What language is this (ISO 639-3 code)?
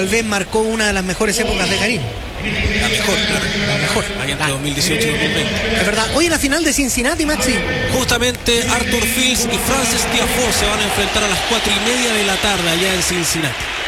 spa